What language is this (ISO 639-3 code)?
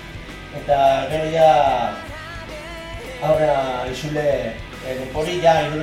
eus